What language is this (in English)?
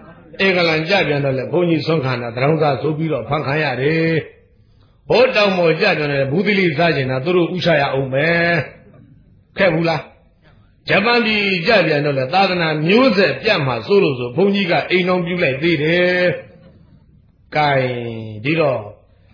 Burmese